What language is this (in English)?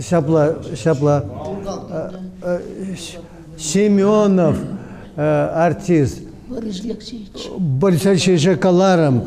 Chuvash